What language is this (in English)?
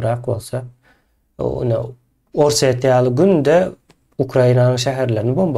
Turkmen